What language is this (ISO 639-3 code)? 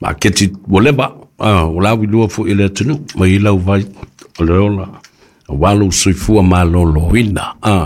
smo